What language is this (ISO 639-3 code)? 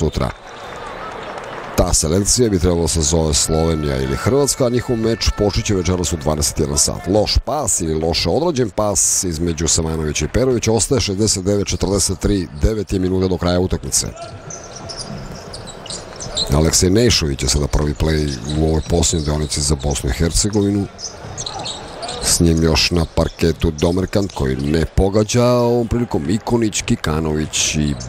srp